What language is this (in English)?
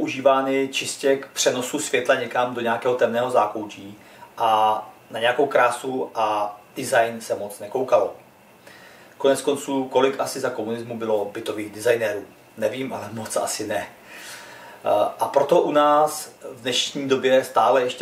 Czech